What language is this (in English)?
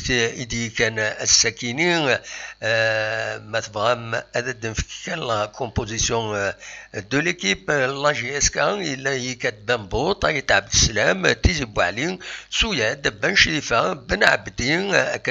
Kabyle